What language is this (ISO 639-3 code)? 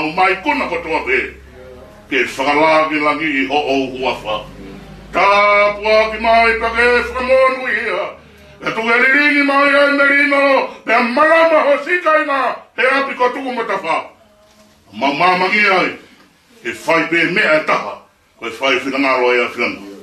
ton